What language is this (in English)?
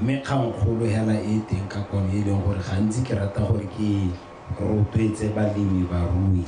Tswana